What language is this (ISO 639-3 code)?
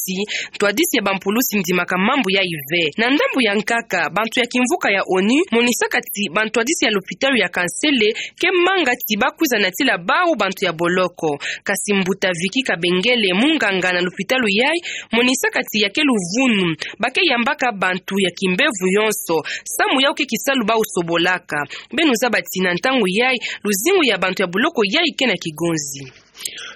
ktu